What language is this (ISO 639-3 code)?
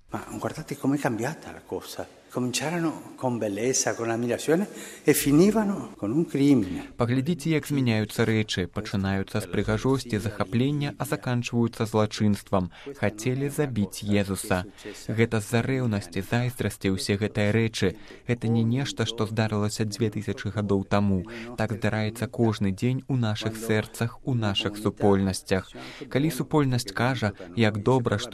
bel